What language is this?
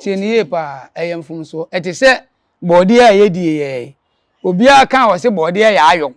Akan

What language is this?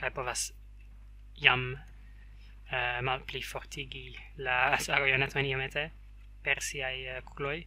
Esperanto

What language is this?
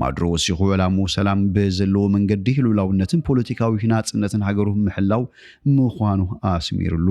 Tigrinya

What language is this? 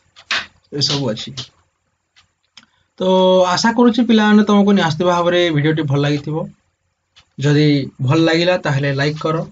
Odia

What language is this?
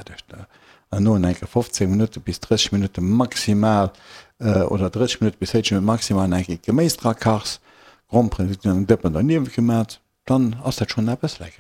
Luxembourgish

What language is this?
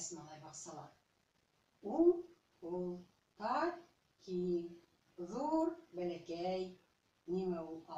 Bashkir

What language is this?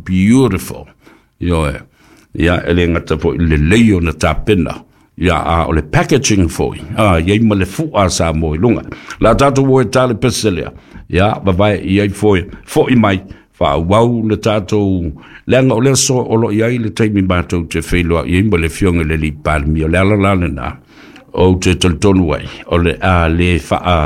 Samoan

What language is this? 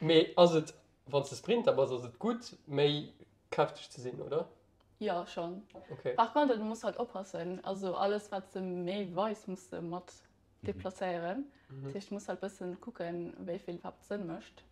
Luxembourgish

